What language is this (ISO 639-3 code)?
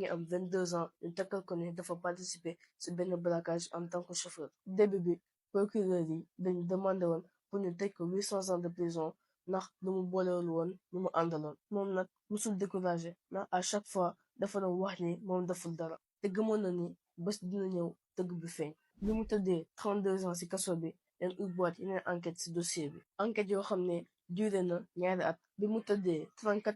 wol